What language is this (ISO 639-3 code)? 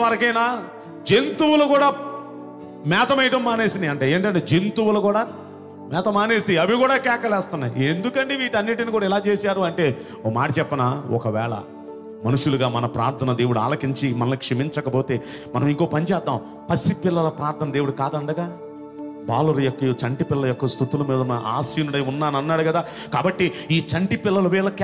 tel